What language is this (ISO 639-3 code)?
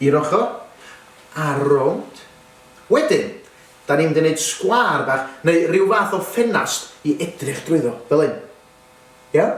cym